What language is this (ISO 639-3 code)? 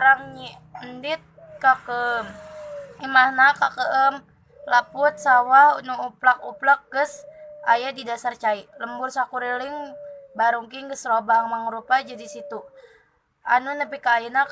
sun